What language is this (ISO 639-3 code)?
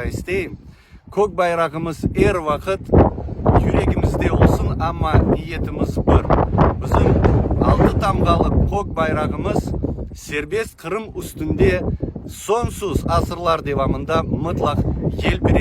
crh